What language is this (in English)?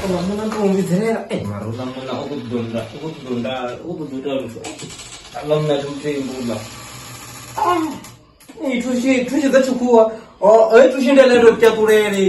Venda